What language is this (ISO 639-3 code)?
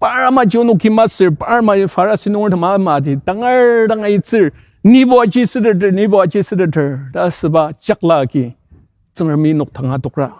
njo